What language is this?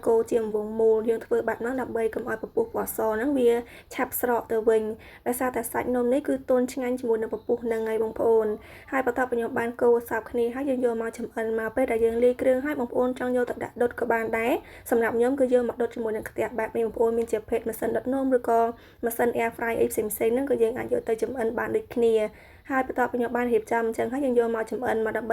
Khmer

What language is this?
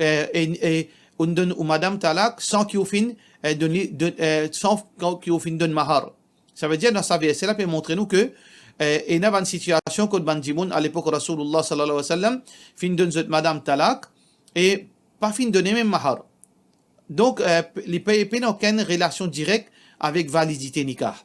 Morisyen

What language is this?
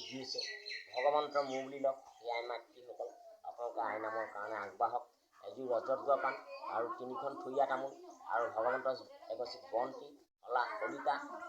Assamese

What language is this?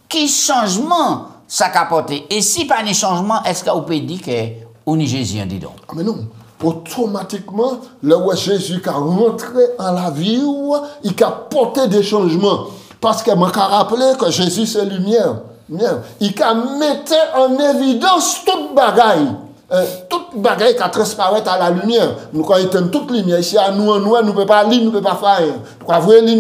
French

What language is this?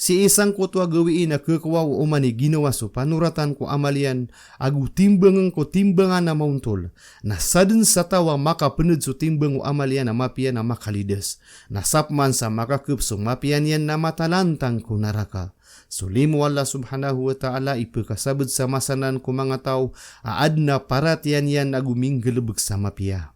Maranao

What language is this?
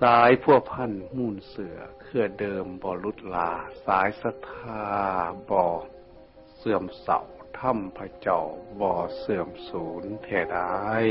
Northeastern Thai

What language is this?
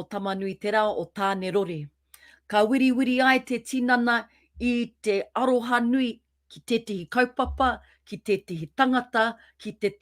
Māori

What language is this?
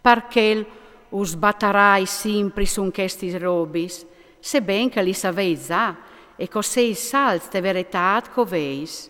Friulian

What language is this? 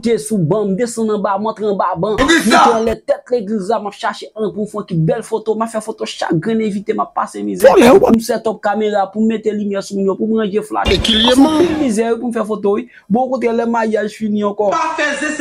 Haitian Creole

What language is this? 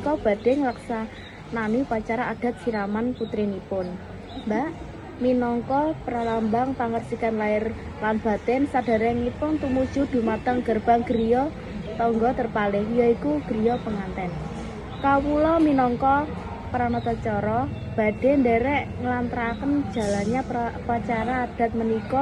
Javanese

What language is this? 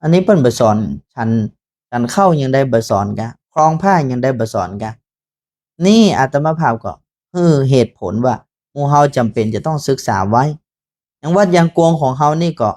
Northern Thai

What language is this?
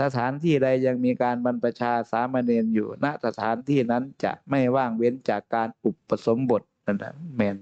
Northeastern Thai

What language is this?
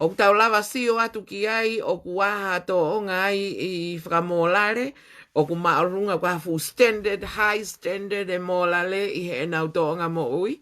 Tongan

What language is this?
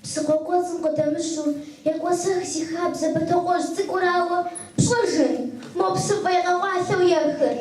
Kabardian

